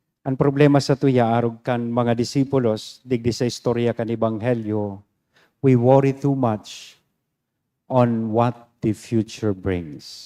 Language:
Bikol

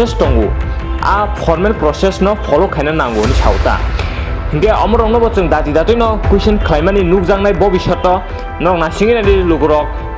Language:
Kok Borok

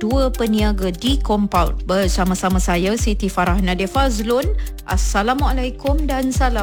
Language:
Malay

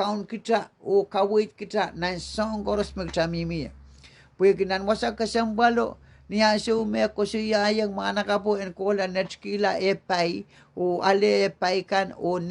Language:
Pohnpeian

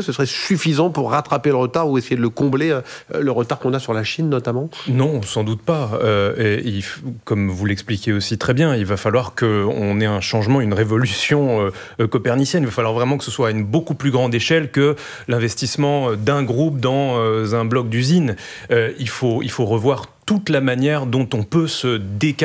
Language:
French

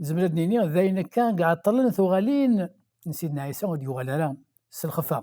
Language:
Kabyle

